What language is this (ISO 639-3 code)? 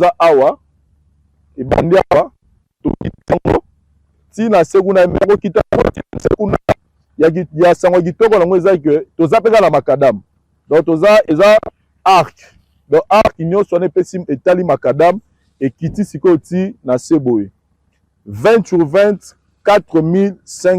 lin